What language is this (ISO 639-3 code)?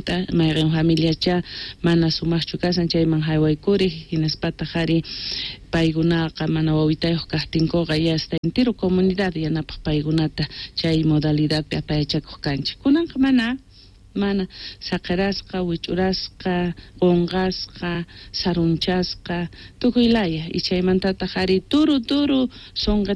que